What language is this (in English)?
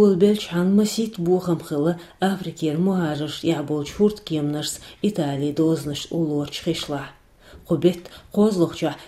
Chechen